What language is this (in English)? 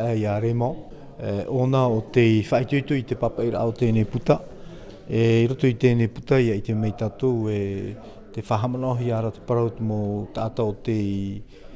Tahitian